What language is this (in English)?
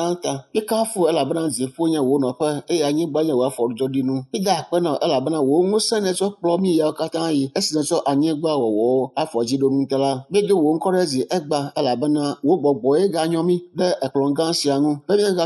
Ewe